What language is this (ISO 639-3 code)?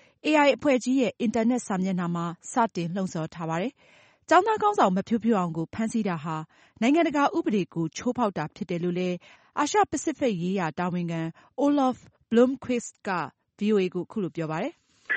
mya